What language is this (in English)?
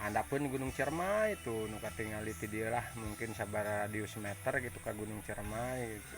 Sundanese